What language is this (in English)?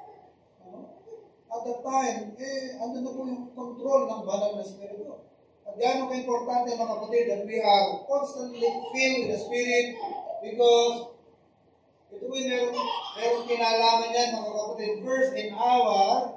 Filipino